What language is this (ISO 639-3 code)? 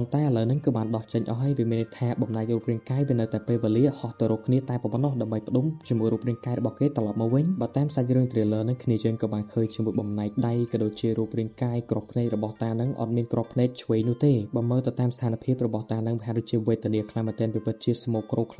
khm